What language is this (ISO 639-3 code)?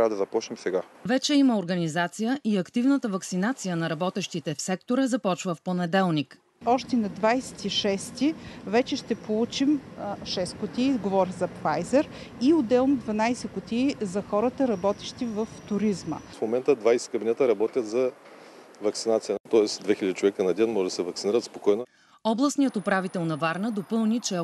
bul